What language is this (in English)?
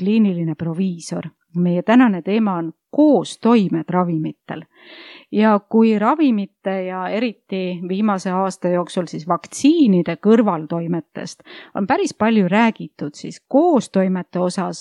Estonian